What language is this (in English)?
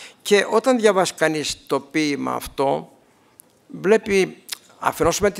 Greek